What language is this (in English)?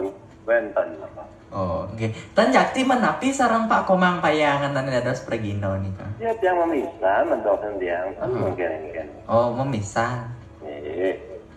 Balinese